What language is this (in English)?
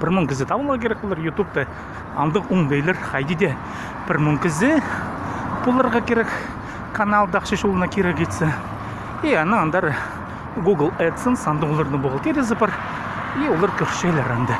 Khakas